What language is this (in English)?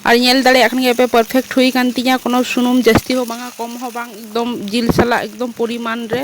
Santali